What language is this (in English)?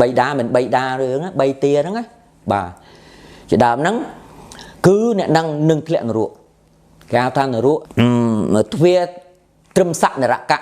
Khmer